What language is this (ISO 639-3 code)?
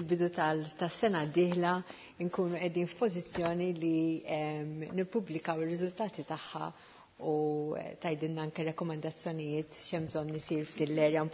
mlt